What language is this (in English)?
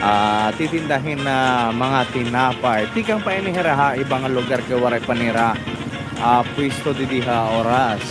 Waray